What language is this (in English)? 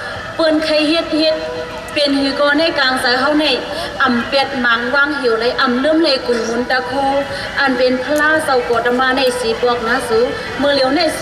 Shan